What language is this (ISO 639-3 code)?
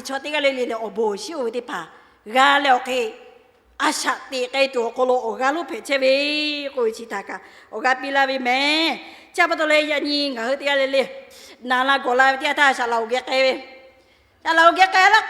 lhu